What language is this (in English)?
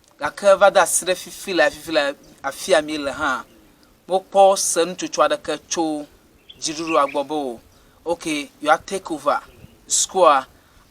Ewe